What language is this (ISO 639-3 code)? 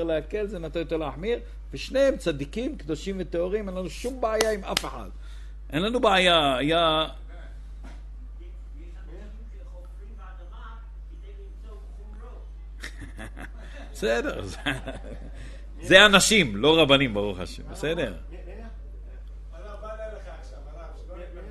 heb